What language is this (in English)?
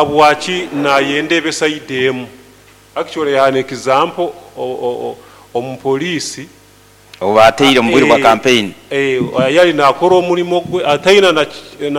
Nyoro